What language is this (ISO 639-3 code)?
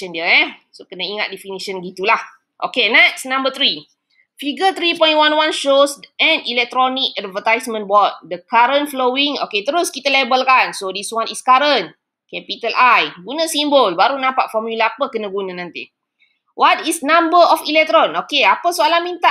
msa